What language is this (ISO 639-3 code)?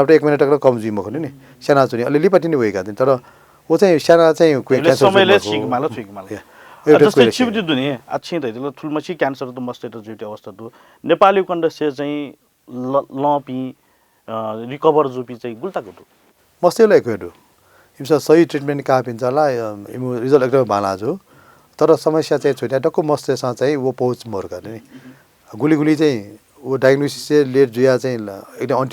new